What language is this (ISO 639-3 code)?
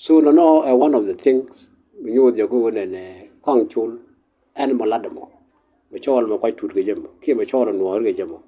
nus